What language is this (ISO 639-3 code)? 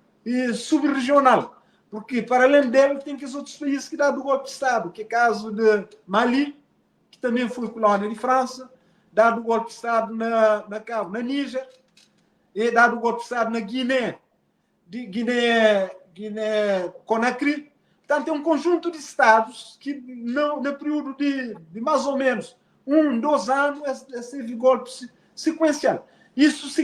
kea